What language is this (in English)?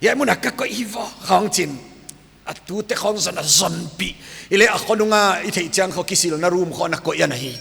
Paite Chin